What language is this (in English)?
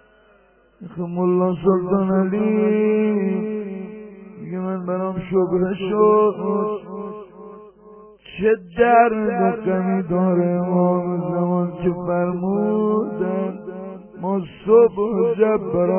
Persian